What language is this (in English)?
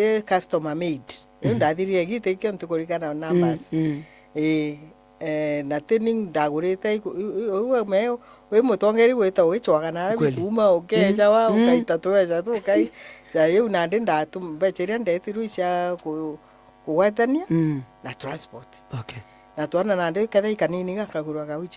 Meru